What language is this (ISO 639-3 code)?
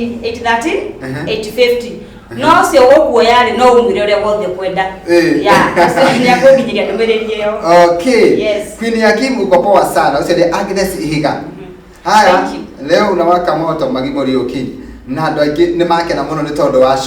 kik